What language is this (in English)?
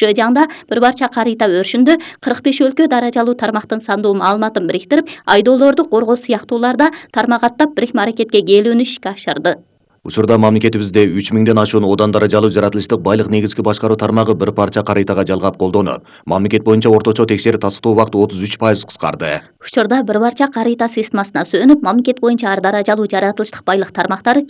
Kyrgyz